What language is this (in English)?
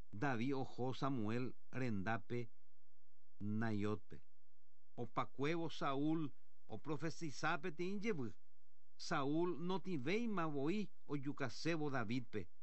Guarani